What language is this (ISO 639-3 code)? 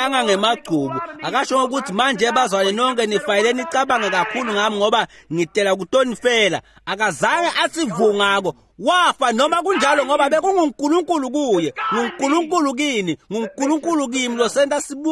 ssw